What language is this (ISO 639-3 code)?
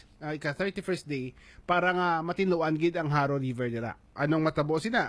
hil